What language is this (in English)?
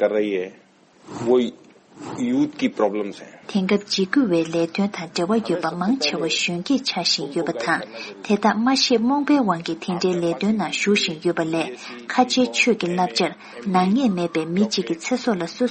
Tibetan